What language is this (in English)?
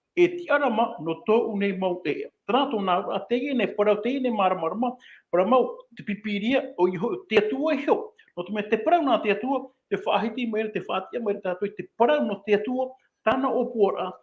Tahitian